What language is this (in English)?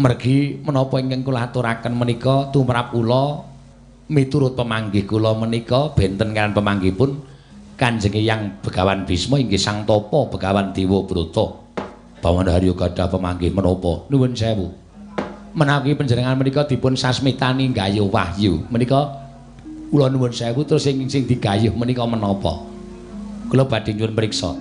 Javanese